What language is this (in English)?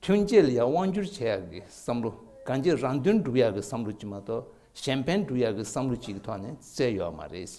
Tibetan